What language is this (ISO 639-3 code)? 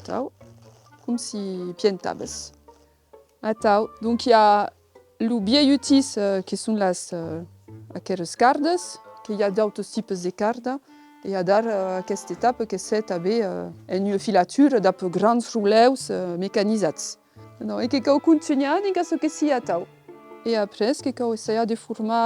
oci